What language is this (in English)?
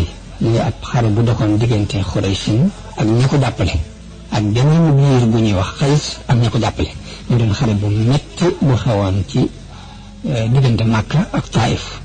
Wolof